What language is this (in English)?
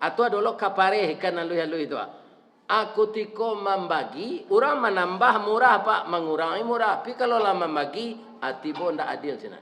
Minangkabau